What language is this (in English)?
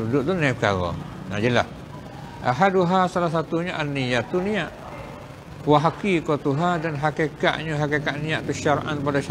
Malay